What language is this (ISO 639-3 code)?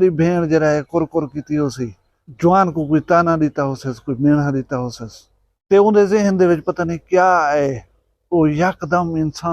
skr